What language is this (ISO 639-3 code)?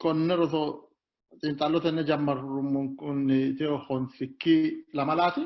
sid